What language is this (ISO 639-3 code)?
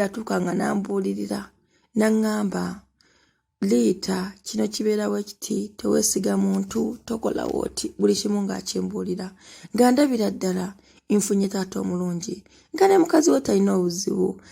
lug